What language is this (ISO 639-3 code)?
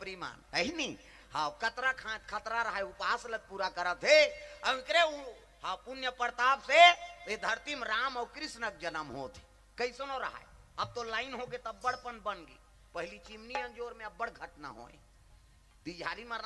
hne